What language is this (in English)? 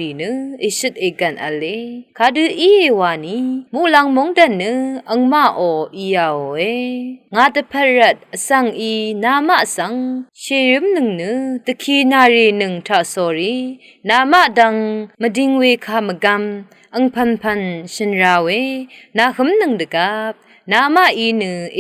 Rawang